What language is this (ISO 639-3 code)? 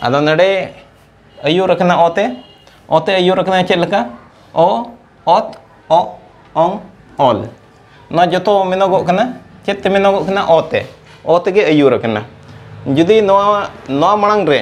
sat